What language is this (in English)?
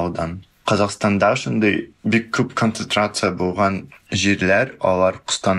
Tatar